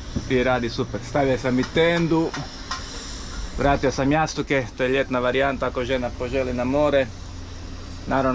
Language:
Croatian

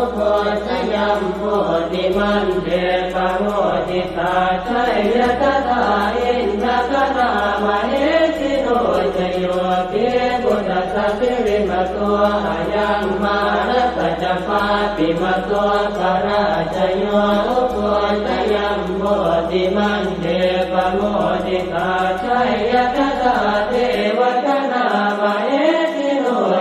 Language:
Pali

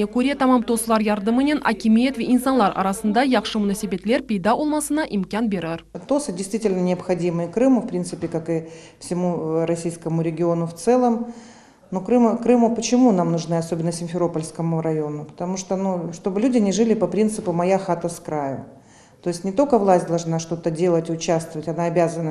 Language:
Crimean Tatar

